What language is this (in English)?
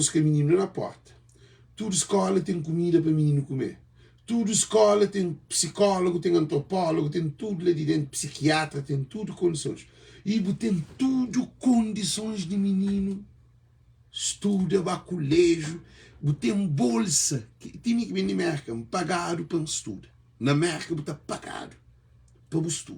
Kabuverdianu